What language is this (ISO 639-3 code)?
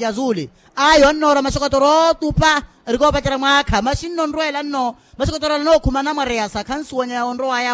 vmw